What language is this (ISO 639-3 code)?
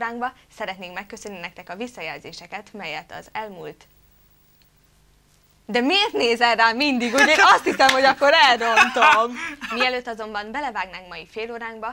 hun